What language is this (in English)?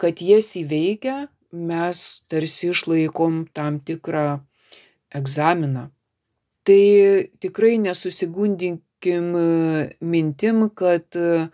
Lithuanian